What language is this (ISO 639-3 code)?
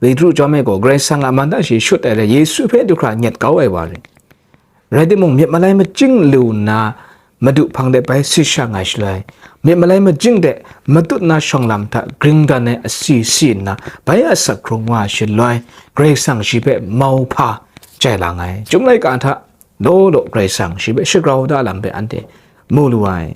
kac